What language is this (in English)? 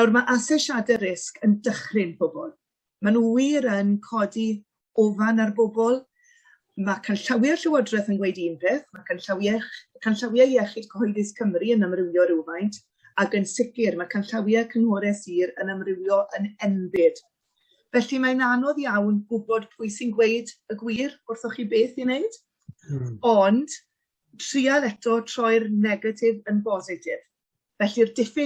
Welsh